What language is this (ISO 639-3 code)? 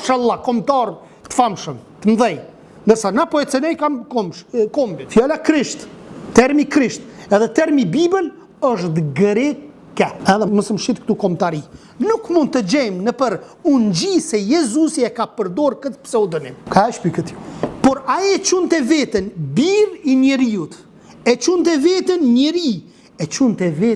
sqi